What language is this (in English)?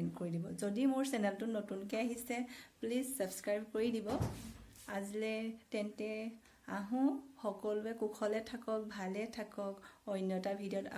Assamese